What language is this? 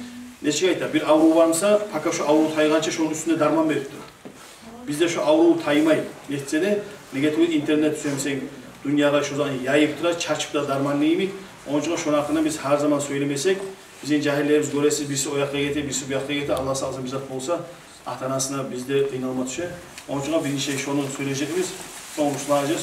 Kumyk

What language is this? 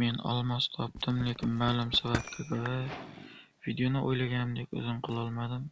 Uzbek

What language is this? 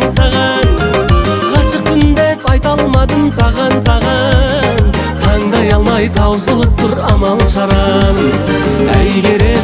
Kazakh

